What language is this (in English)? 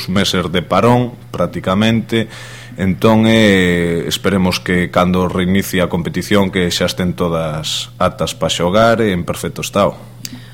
Galician